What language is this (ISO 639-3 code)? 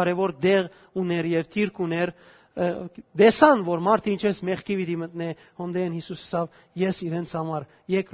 hyw